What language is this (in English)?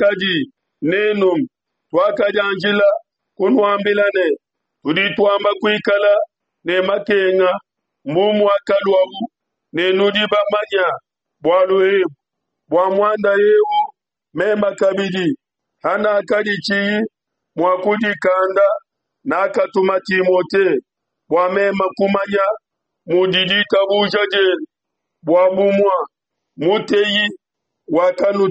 Luba-Lulua